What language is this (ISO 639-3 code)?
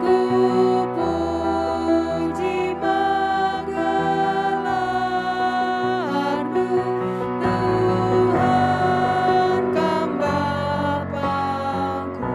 btx